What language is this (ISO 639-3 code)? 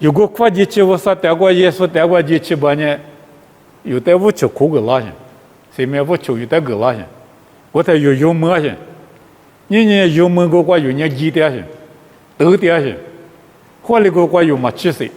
lis